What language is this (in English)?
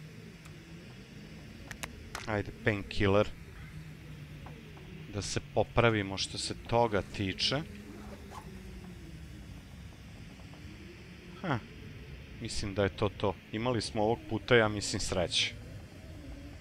Croatian